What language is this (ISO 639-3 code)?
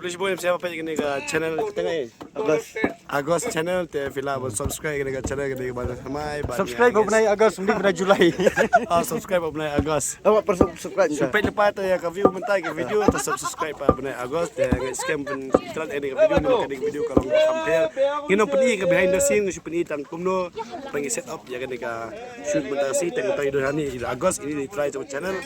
kha